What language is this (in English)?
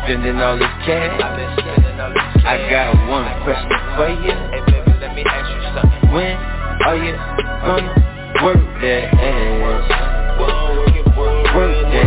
English